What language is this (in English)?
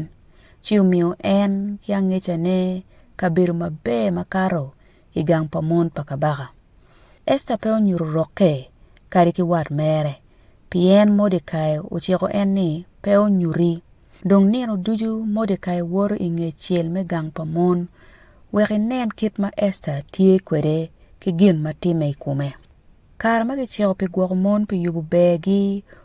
Acoli